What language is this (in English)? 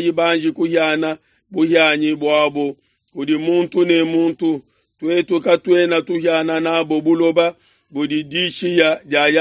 Luba-Lulua